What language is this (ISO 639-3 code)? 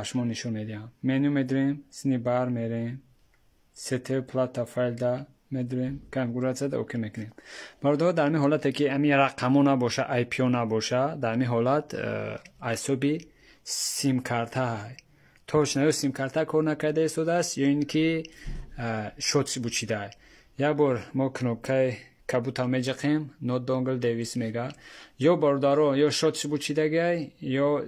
tgk